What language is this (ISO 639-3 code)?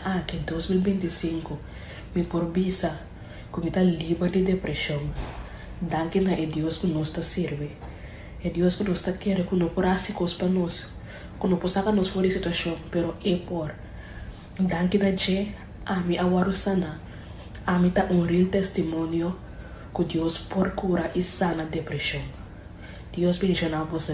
pap